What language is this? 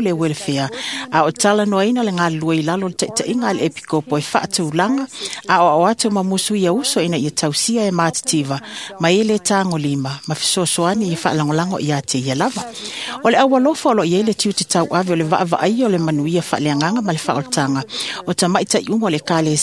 Samoan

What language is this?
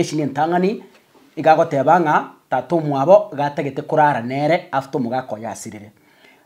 Gusii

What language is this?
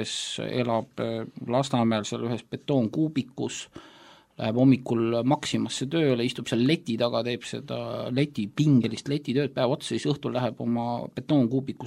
Estonian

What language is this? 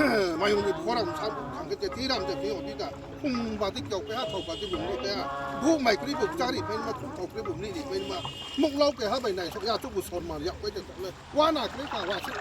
Riang (India)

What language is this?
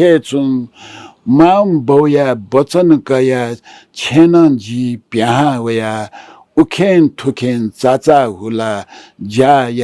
Newari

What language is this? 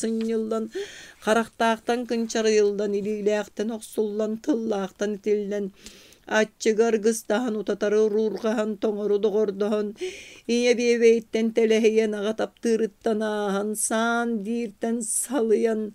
Yakut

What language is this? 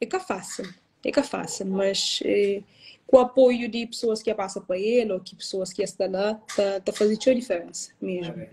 Kabuverdianu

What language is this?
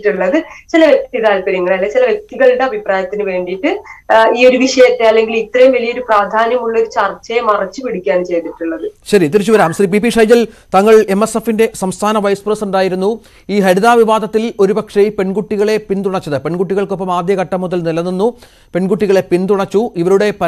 Malayalam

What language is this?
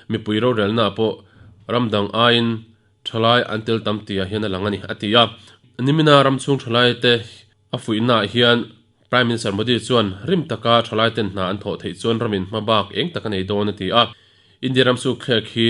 Mizo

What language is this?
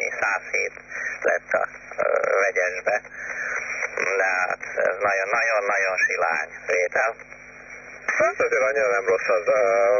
Hungarian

